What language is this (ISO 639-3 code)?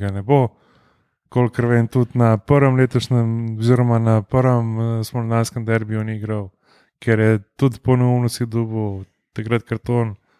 slv